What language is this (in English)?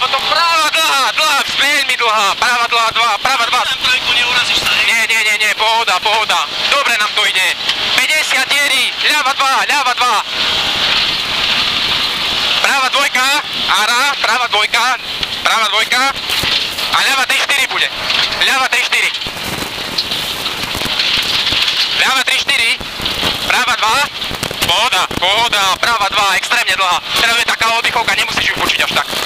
Slovak